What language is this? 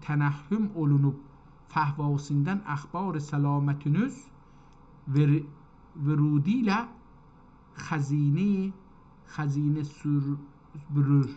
South Azerbaijani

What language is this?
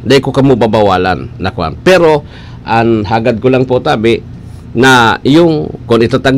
Bikol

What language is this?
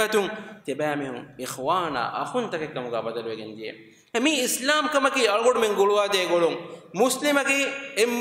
Divehi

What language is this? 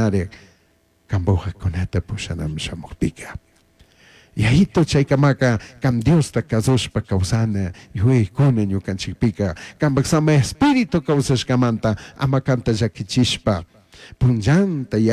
Chimborazo Highland Quichua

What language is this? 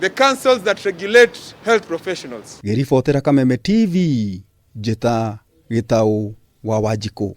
Kikuyu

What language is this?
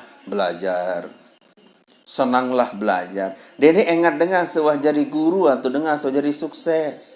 Sasak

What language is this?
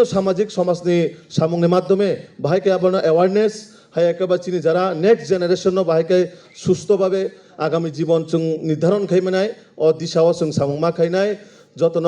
Kok Borok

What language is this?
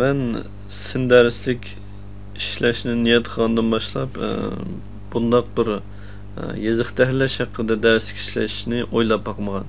Uyghur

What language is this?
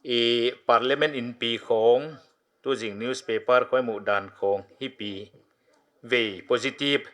Paite Chin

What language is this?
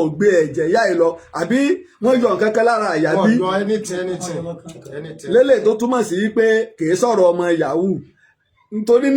Yoruba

